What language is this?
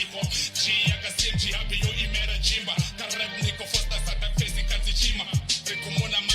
Venda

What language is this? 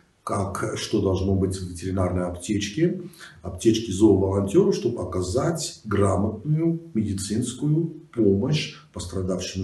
Russian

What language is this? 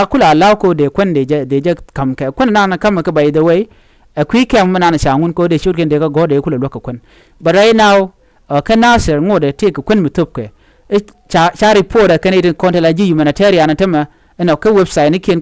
Nuer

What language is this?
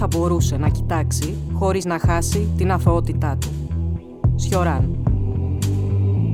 Greek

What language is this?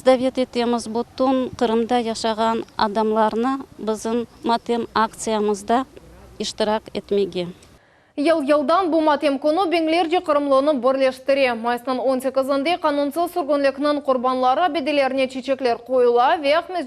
Crimean Tatar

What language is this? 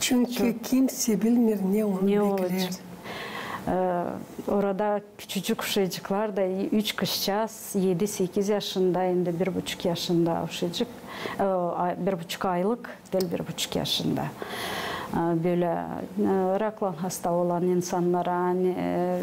Gagauz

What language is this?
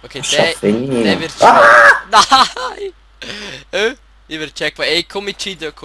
Swiss German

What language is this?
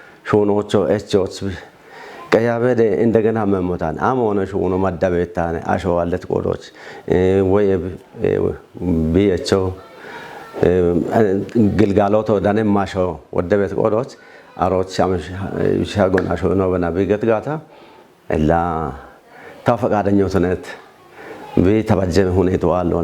Kafa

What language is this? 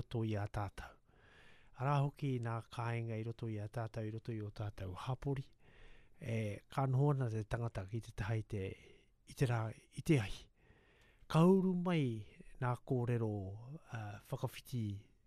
Māori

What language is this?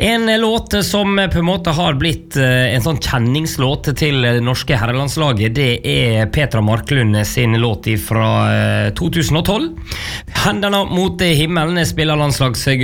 Norwegian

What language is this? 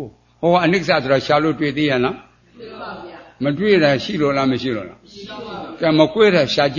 Burmese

